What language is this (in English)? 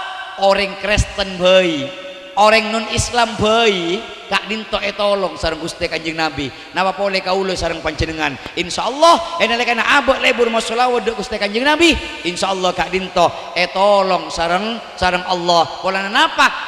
Madurese